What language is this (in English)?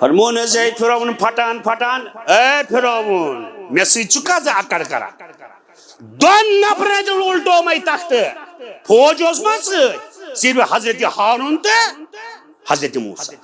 Kashmiri